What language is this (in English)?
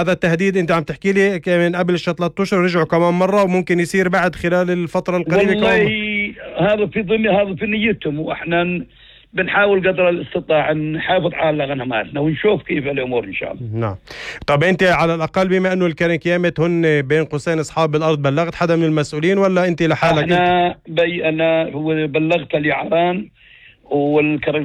North Levantine Arabic